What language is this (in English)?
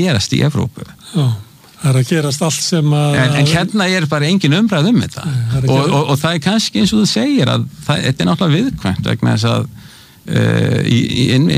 Icelandic